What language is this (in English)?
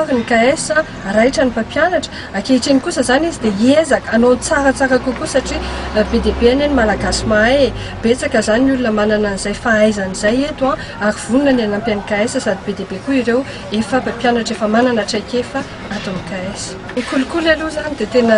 Malagasy